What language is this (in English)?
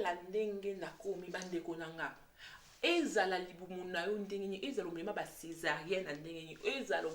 Lingala